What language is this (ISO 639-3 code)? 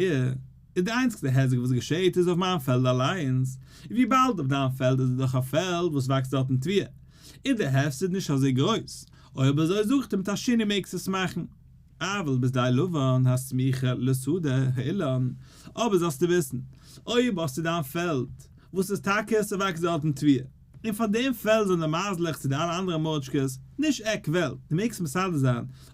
yid